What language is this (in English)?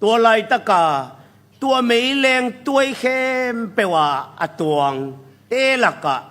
Tedim Chin